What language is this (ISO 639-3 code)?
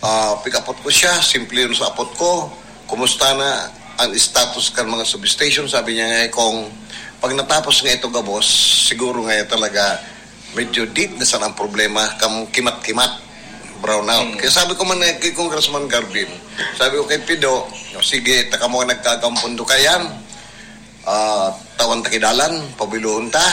bik